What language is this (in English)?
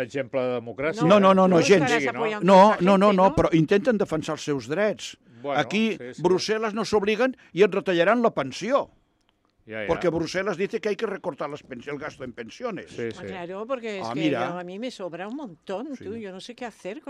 Catalan